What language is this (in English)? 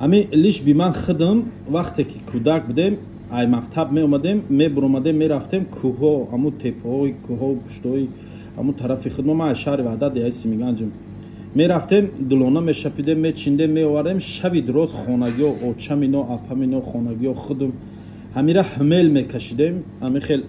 Tajik